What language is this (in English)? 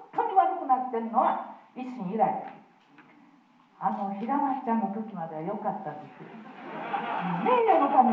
Japanese